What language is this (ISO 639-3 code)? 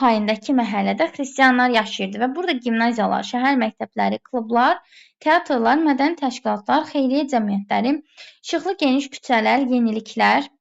aze